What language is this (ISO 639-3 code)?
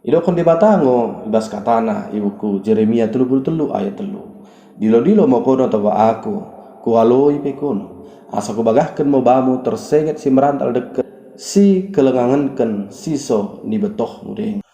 btd